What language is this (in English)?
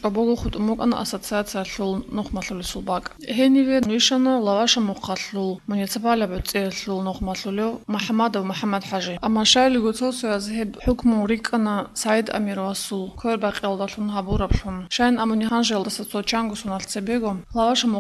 Avaric